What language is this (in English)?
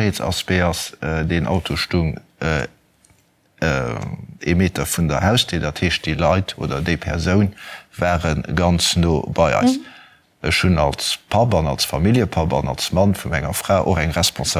Luxembourgish